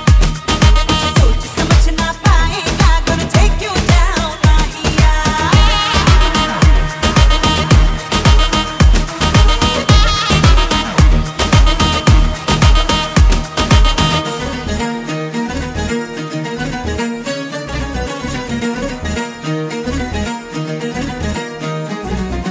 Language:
Hindi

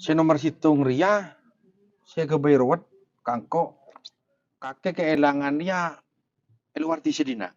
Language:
Madurese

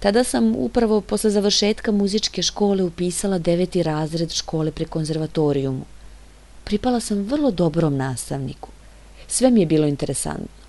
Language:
Serbian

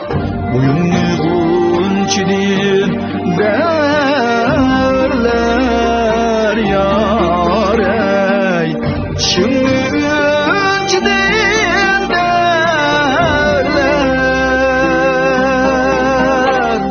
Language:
Uyghur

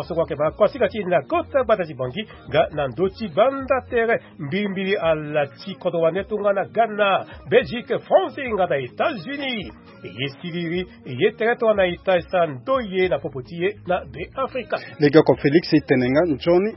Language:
Sango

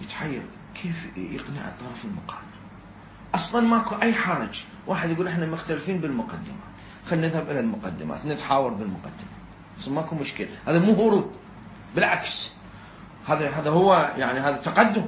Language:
Mesopotamian Arabic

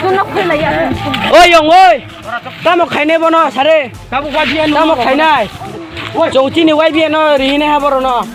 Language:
Riang (India)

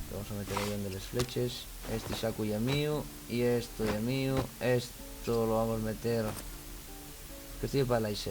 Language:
Asturian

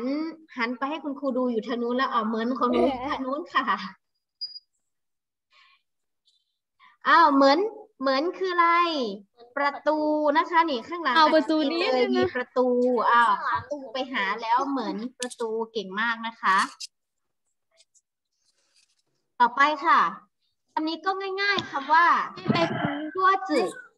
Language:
Thai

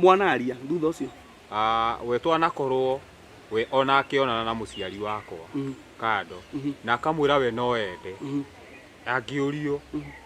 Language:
Kikuyu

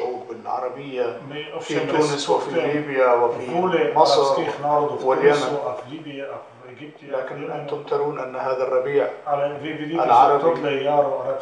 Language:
Arabic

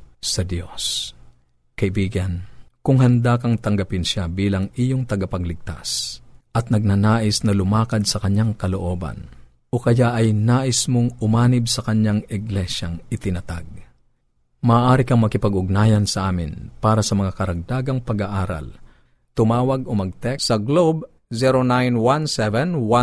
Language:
Filipino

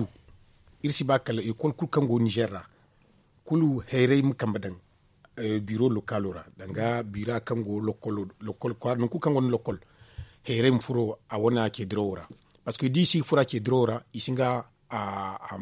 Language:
Zarma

